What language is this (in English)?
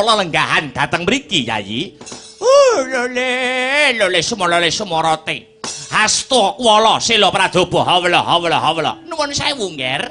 Javanese